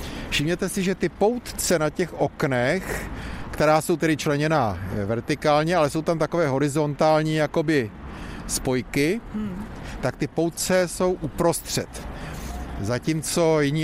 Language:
Czech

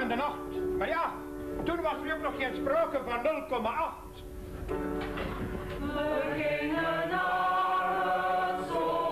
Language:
Dutch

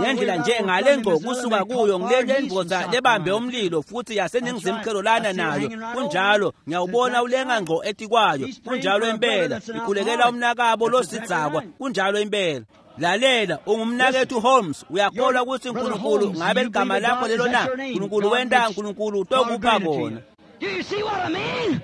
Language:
Swati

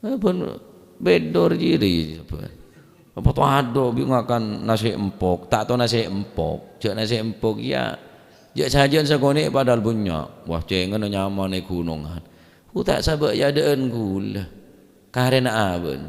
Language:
Madurese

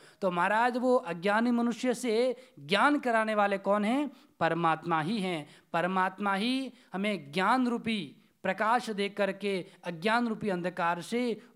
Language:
Hindi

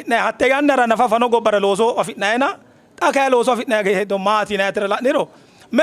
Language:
Sidamo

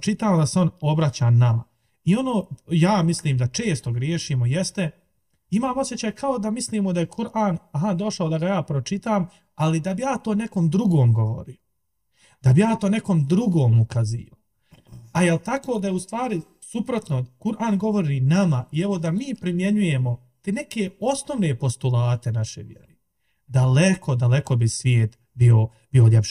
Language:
Bosnian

